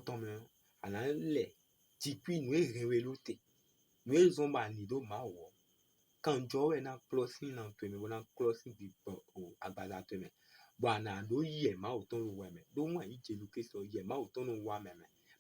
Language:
Fon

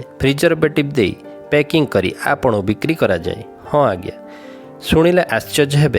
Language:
Odia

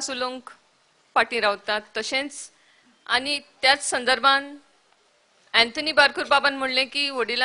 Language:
Konkani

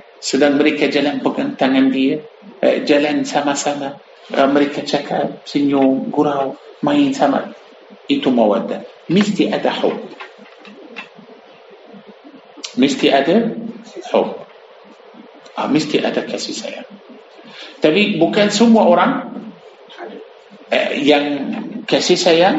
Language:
Malay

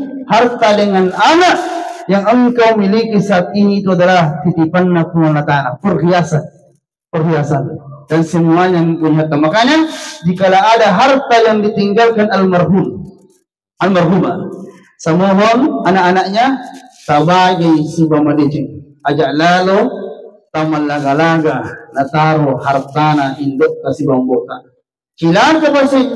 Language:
Buginese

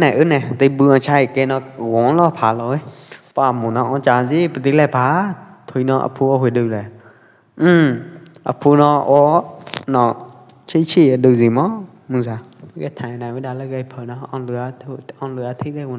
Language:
Pwo Eastern Karen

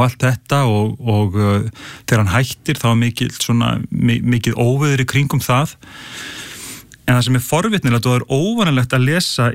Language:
Icelandic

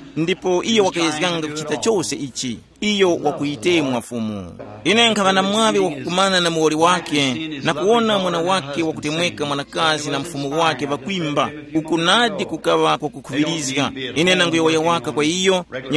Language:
Tumbuka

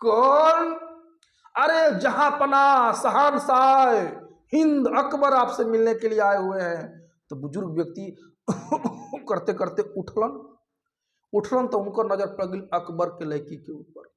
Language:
Bhojpuri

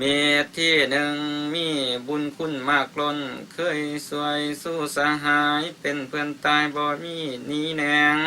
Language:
Lao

